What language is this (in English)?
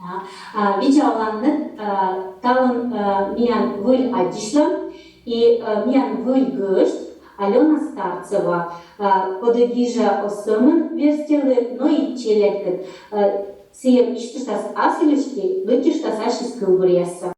Komi